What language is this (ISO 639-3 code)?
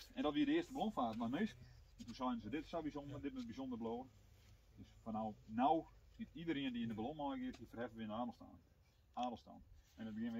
fry